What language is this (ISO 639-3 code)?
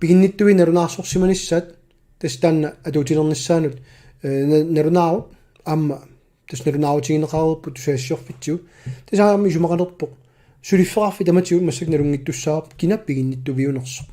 kal